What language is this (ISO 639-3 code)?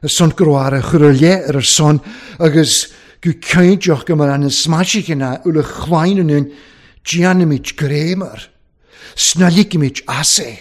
cym